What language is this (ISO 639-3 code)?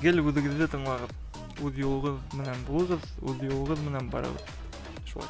bak